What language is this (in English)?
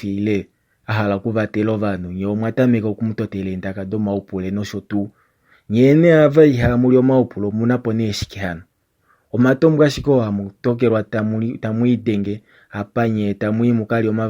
Kuanyama